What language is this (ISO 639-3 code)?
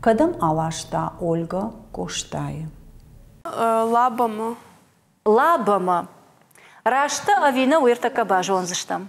oss